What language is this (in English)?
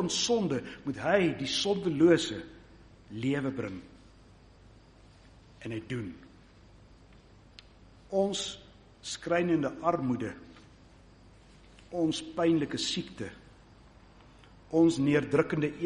Afrikaans